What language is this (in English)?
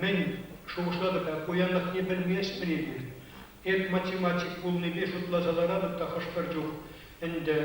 Chuvash